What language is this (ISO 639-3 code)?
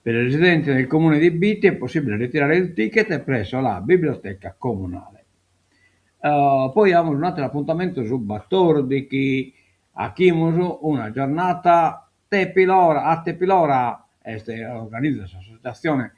srd